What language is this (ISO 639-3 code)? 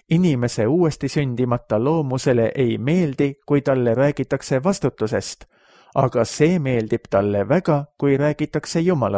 est